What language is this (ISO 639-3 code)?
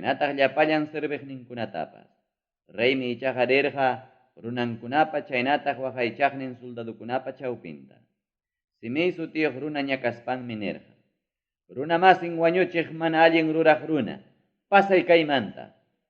quy